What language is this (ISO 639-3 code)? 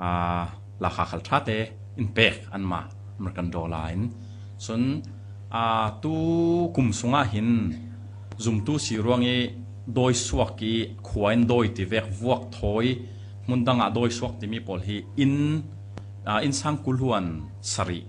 cfm